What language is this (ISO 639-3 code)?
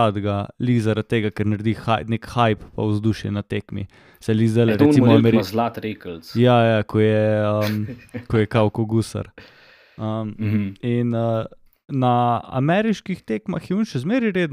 slv